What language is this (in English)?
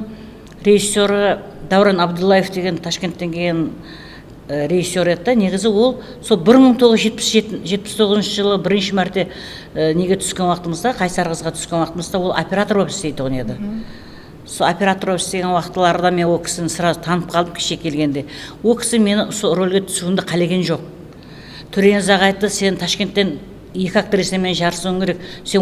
Kara-Kalpak